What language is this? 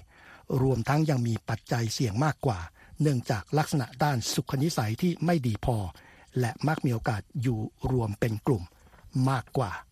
Thai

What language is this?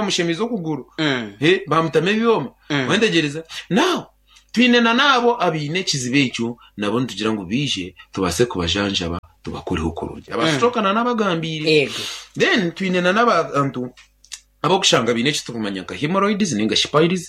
Nyankole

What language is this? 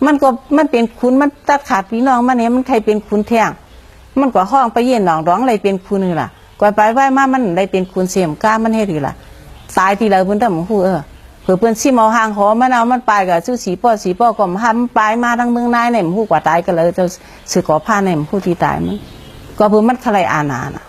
Shan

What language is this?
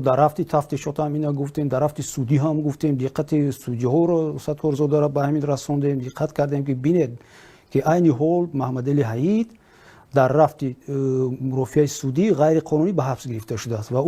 Tajik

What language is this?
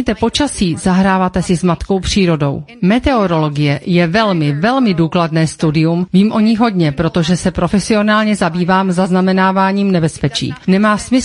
Czech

